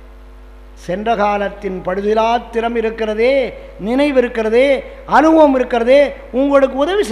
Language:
Tamil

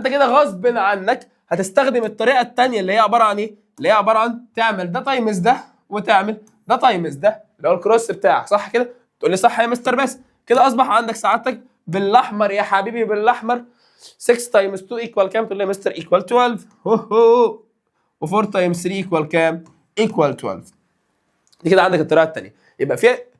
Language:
Egyptian Arabic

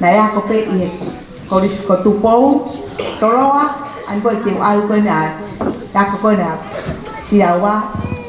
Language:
Tongan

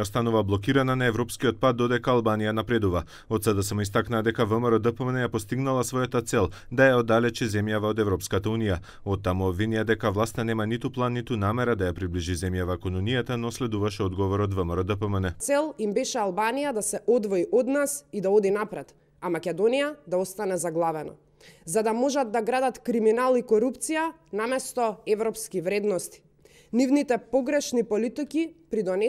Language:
Macedonian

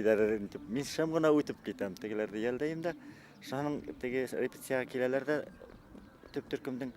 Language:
Bashkir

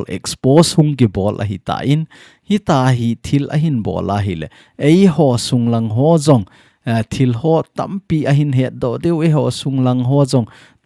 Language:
Thado Chin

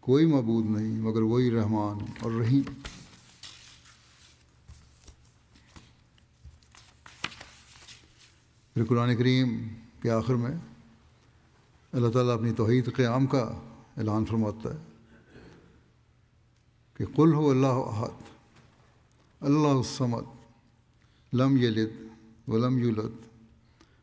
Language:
Urdu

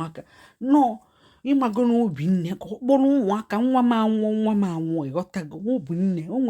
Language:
Igbo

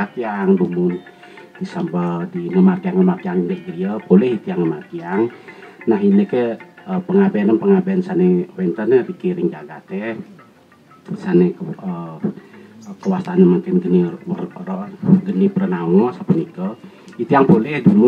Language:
Balinese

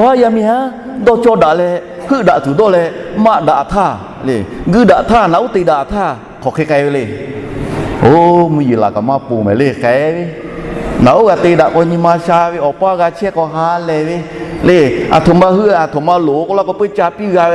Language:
Lahu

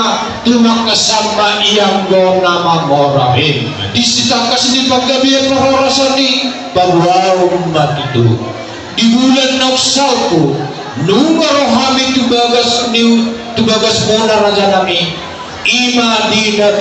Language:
Batak Toba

